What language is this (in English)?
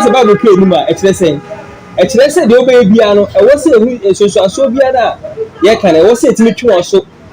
Akan